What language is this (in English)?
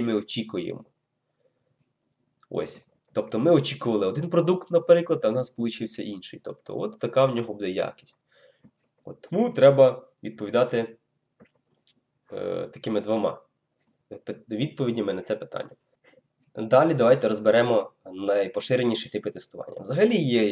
Ukrainian